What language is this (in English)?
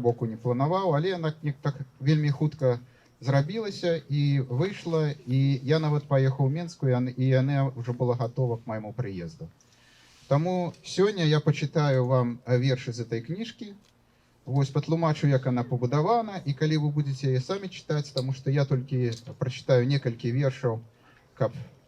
Belarusian